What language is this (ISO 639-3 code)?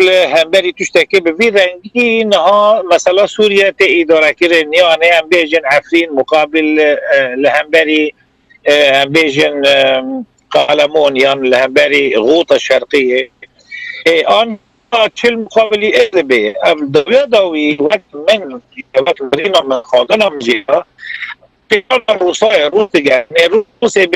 kur